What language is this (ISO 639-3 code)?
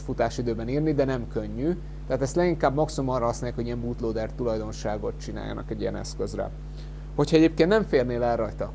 hun